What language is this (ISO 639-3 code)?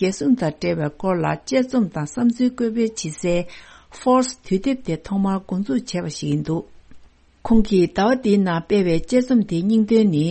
bod